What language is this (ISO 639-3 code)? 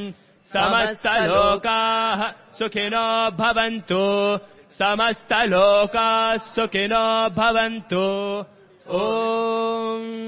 san